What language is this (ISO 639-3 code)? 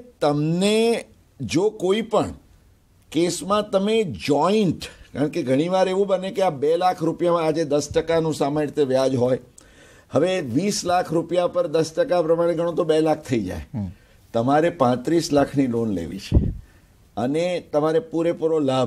guj